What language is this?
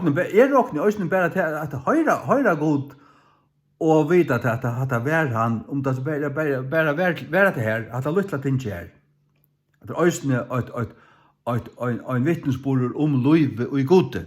Faroese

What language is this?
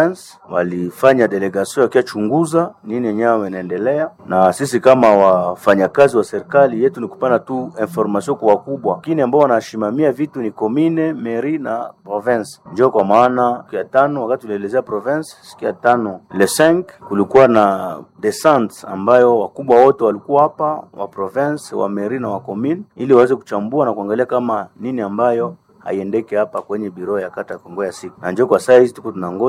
Swahili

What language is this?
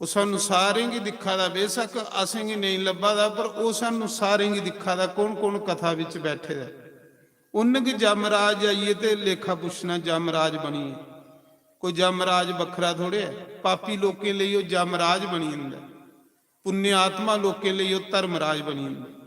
Dogri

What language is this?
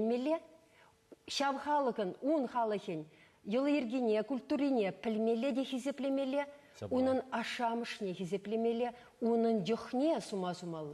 Chuvash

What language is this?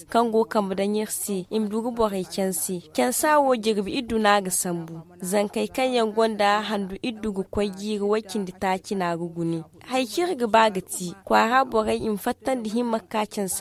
Zarma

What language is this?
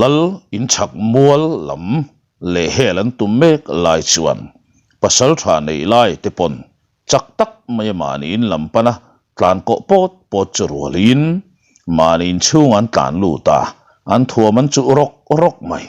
Mizo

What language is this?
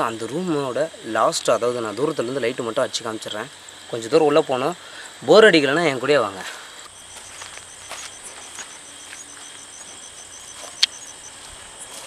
Tamil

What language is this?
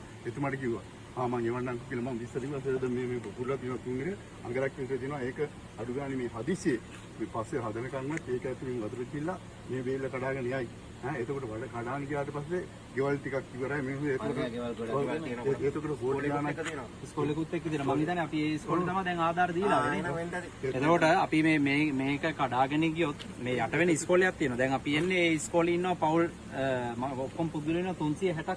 Sinhala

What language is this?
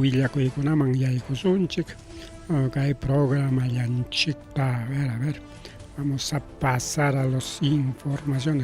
Ayacucho Quechua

